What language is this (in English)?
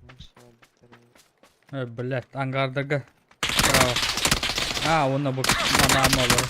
Yakut